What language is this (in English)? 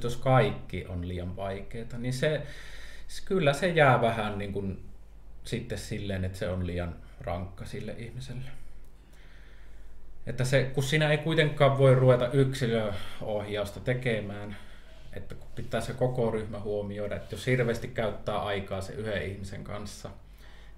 Finnish